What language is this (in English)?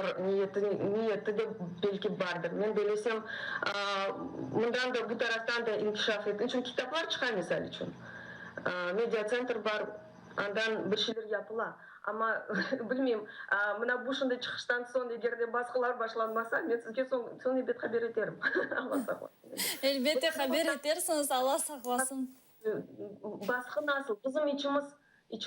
Crimean Tatar